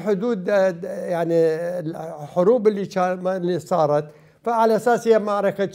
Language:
Mesopotamian Arabic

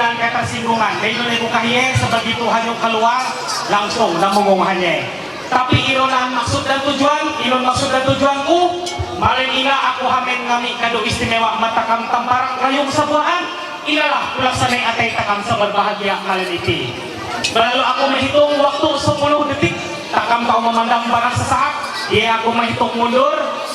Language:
Ma'anyan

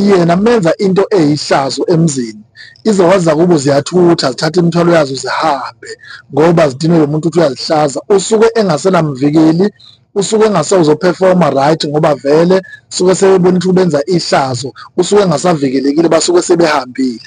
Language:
Zulu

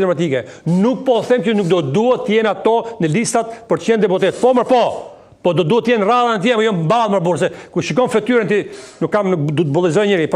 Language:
Albanian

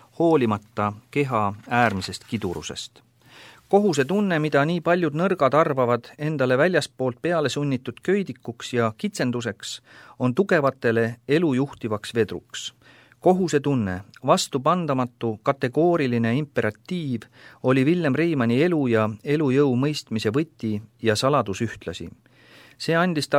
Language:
Estonian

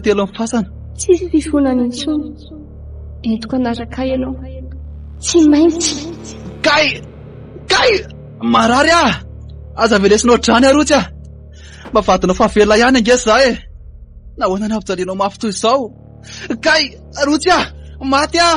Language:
Malagasy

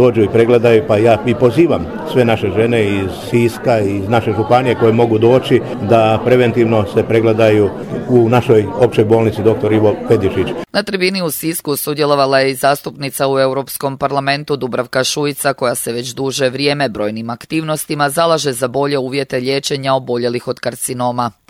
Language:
Croatian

